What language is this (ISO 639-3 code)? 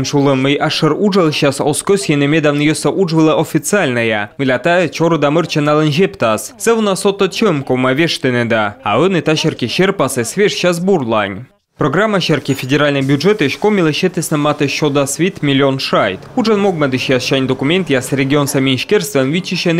kom